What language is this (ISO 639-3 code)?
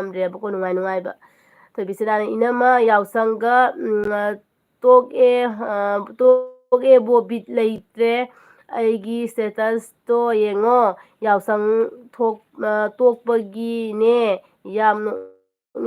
mni